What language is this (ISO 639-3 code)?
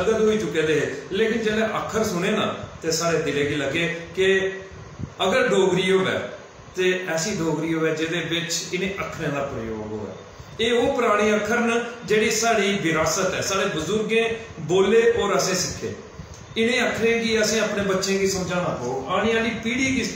doi